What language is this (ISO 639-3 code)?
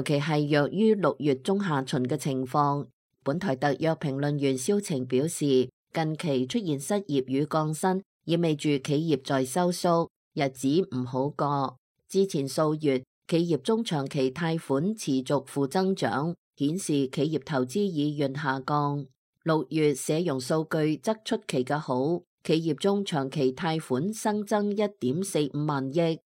yue